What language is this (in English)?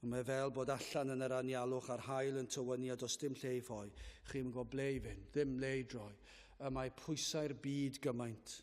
Welsh